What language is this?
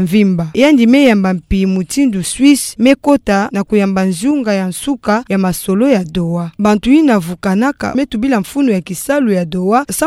Kituba (Democratic Republic of Congo)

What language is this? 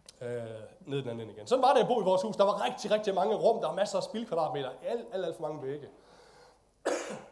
Danish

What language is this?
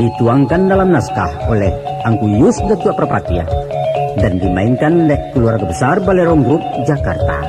Minangkabau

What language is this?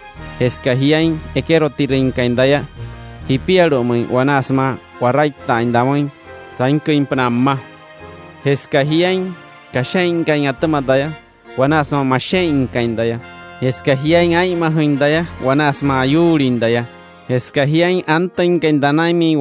Wayuu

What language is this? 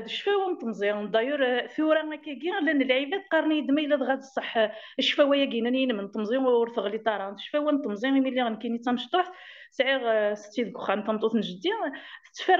Kabyle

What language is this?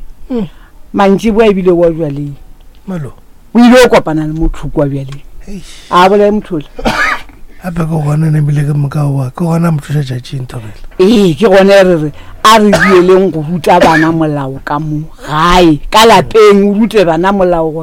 Northern Sotho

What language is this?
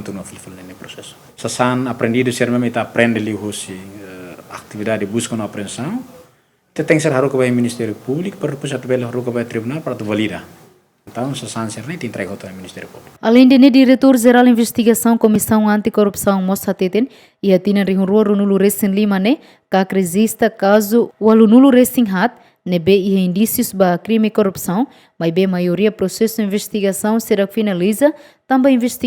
Tetum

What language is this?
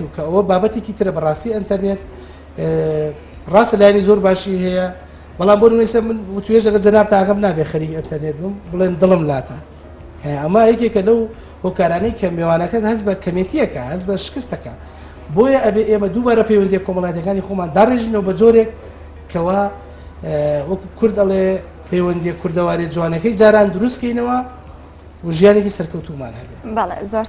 Central Kurdish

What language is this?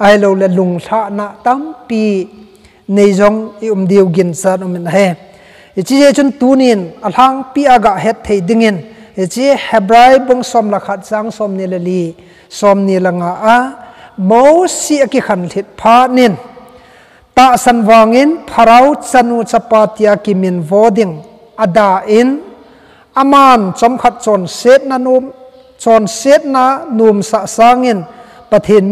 Thado Chin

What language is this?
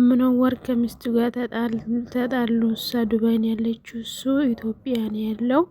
Amharic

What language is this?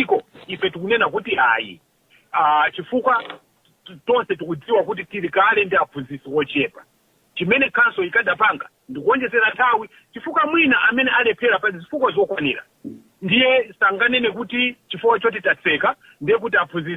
Nyanja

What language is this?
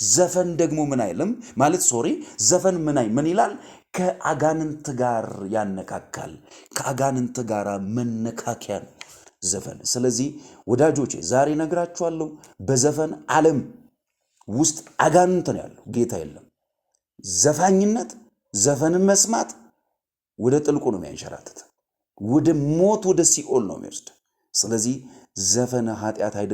Amharic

